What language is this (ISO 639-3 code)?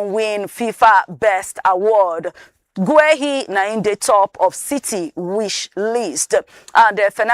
pcm